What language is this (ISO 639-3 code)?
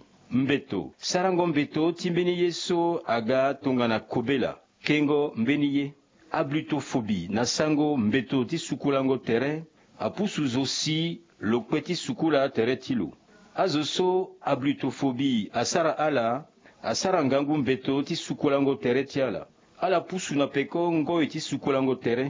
sag